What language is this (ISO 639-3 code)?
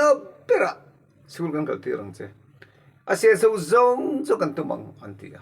lus